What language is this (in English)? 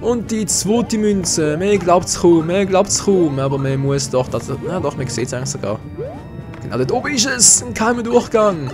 Swiss German